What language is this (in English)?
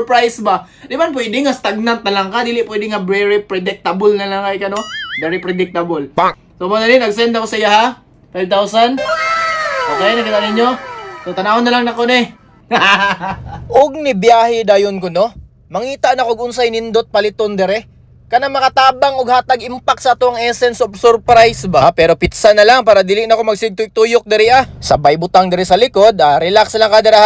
Cebuano